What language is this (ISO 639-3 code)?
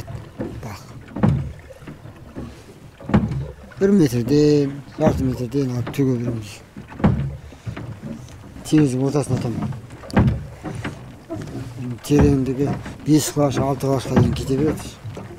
kaz